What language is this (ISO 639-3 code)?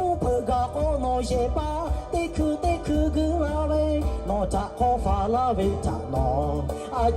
lhu